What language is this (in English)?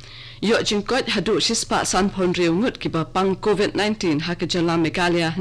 Khasi